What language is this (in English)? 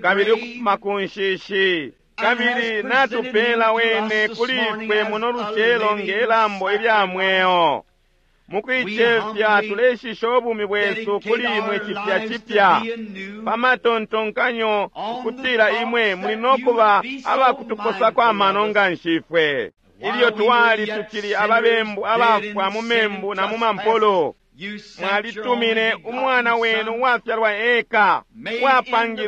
Bemba